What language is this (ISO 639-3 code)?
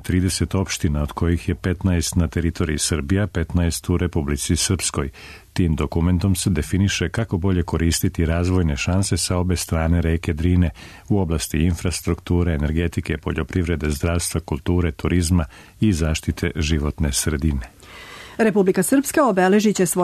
srp